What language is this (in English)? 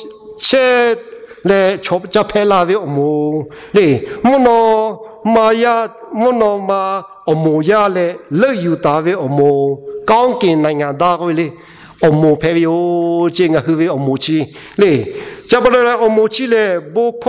Lahu